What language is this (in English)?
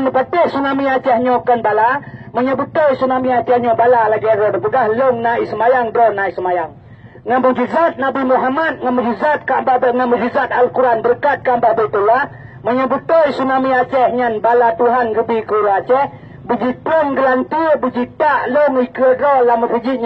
Achinese